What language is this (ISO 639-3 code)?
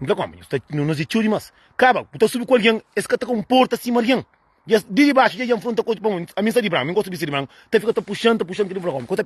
kea